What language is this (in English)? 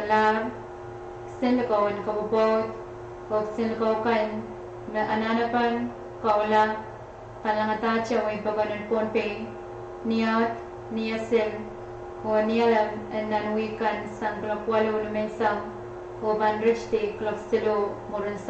Pohnpeian